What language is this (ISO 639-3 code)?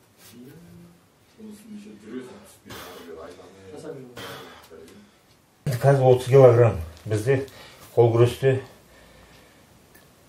kaz